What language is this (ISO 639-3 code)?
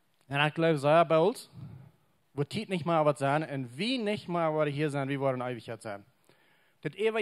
pdt